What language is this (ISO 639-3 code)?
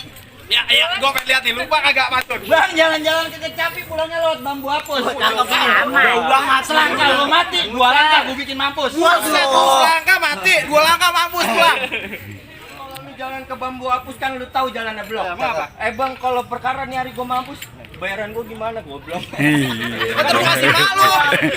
bew